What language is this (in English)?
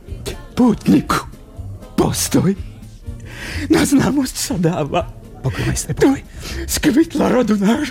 Slovak